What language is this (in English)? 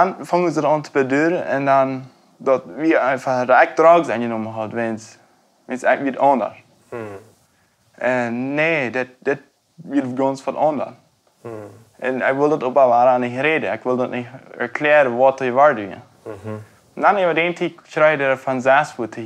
Plautdietsch